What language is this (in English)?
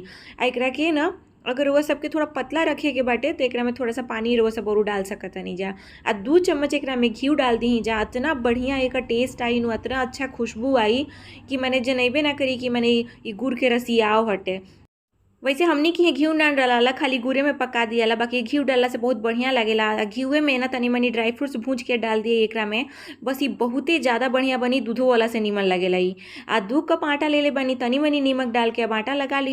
Bhojpuri